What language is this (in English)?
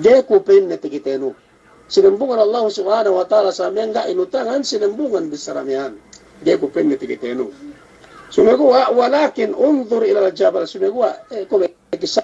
Yakan